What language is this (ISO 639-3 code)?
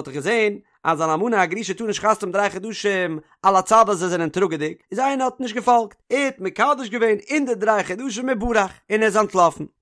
yid